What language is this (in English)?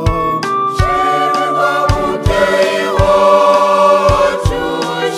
Kinyarwanda